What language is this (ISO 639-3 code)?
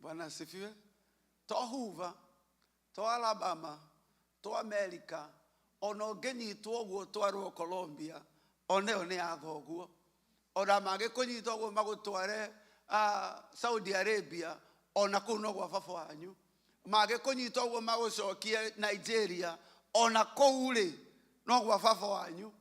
kik